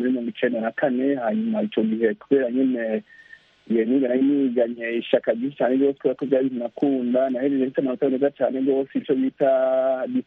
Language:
Kinyarwanda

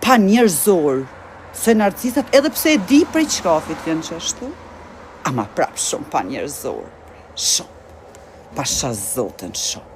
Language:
Albanian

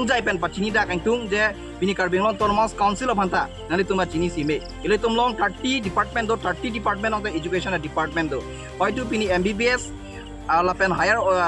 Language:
Karbi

